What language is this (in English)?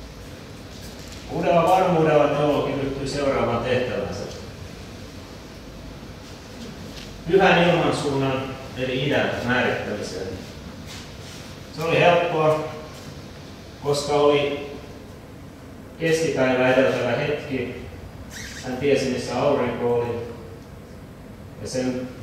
Finnish